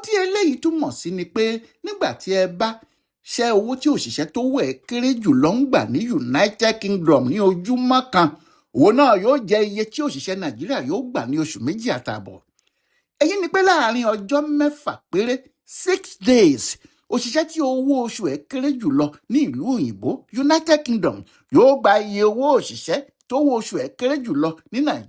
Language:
Yoruba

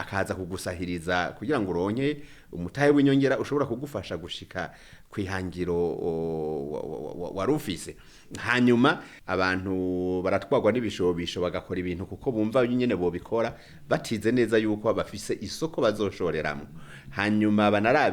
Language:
Rundi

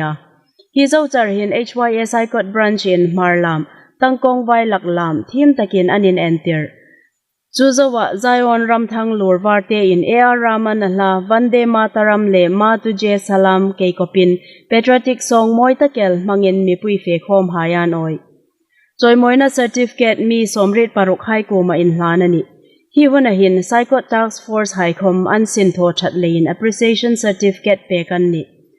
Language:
Hmar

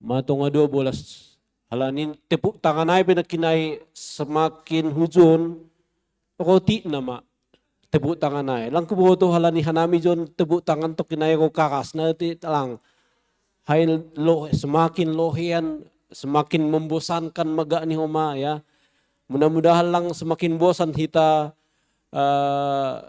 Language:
Batak Simalungun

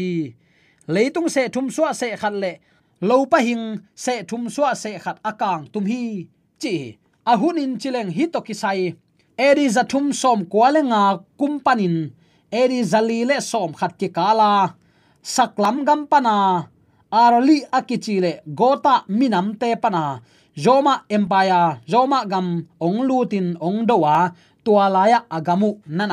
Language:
Tedim Chin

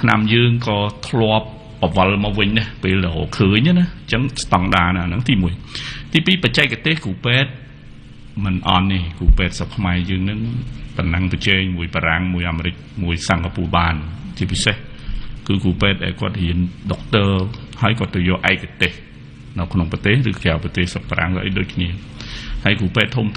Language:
Khmer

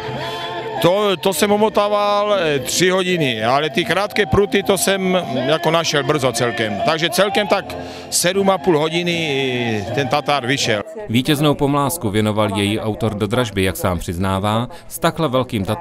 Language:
Czech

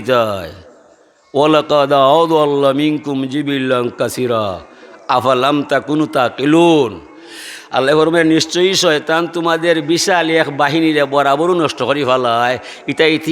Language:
Sylheti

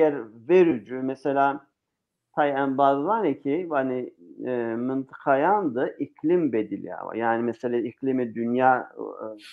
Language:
Zaza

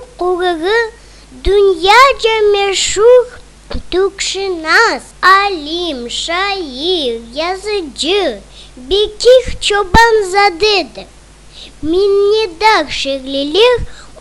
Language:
Crimean Tatar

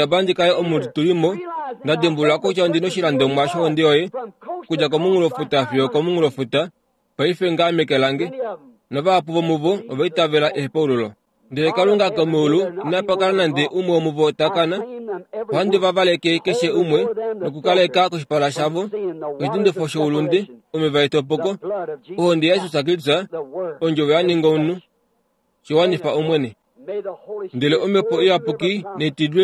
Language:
Kuanyama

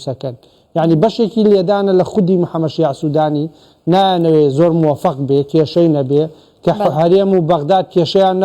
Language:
Central Kurdish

